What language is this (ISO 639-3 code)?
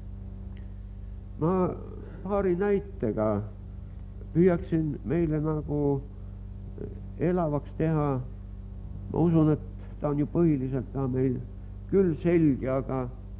est